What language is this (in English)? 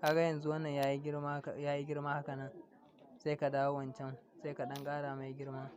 Hausa